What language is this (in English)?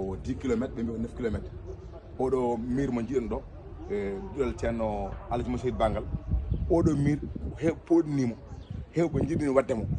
Fula